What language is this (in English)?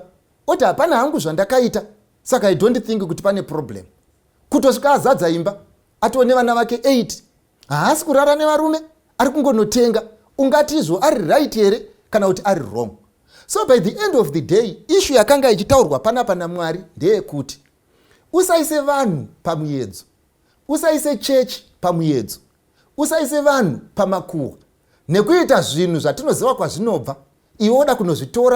Shona